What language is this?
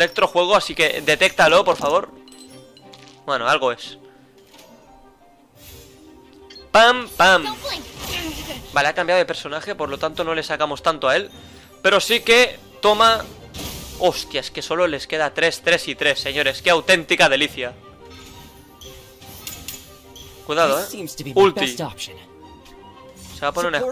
Spanish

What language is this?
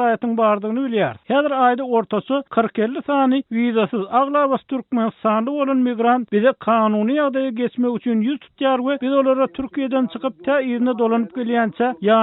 Turkmen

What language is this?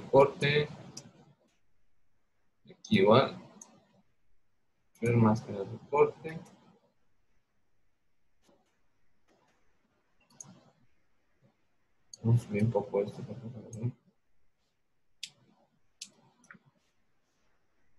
Spanish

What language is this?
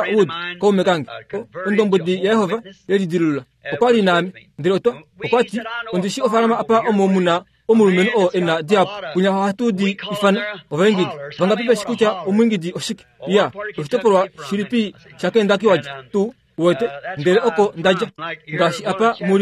Kuanyama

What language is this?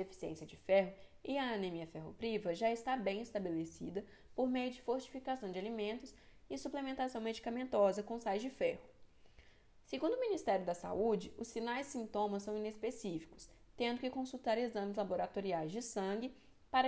Portuguese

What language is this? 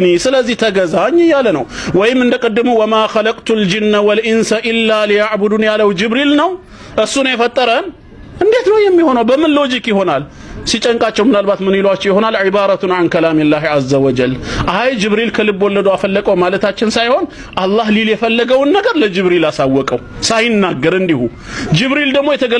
Amharic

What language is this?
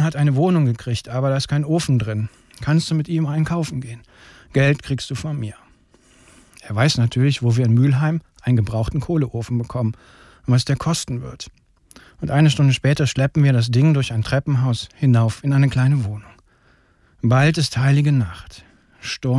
German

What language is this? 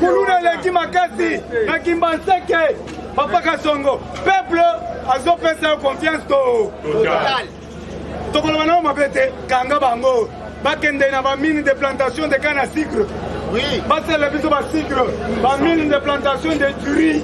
Lingala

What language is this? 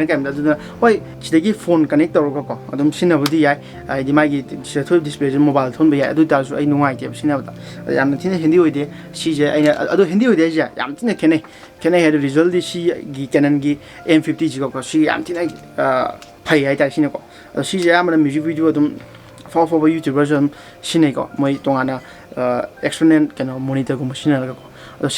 Manipuri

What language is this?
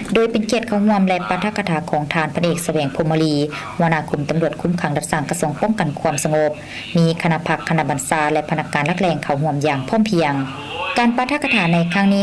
Lao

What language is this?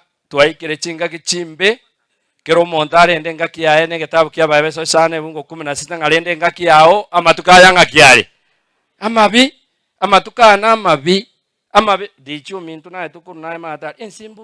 Gusii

